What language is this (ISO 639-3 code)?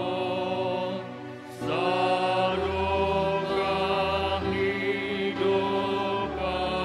bts